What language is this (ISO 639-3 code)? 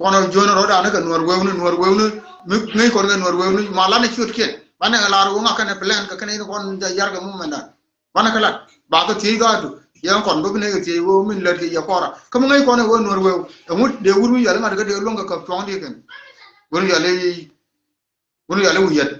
nus